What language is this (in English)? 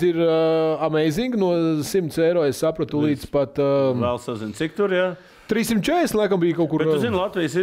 Latvian